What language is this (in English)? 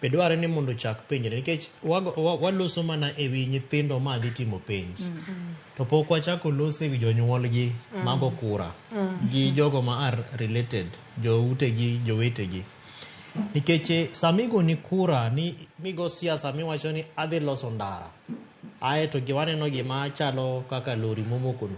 Luo (Kenya and Tanzania)